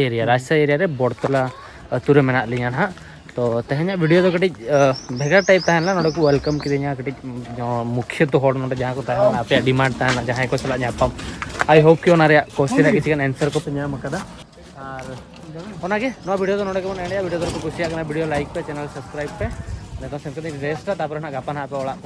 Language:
Santali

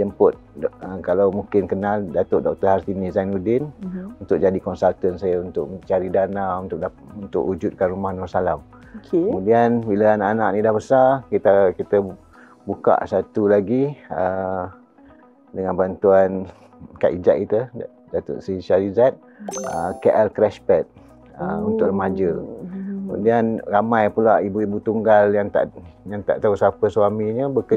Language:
Malay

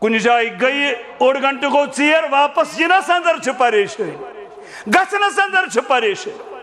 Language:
Kashmiri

